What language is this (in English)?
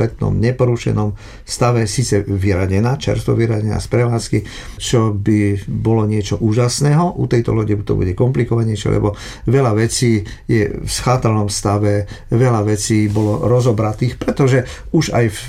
Slovak